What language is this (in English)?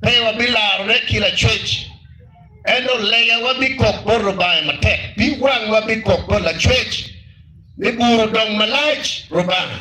Acoli